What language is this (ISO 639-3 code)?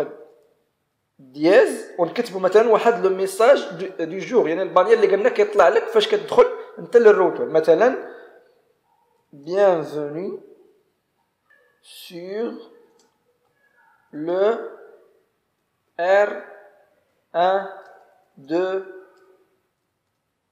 ary